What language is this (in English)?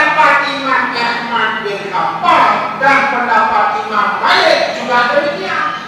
Achinese